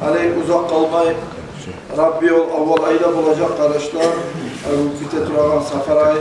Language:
Kumyk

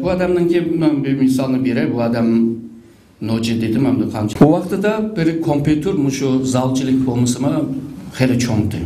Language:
Uyghur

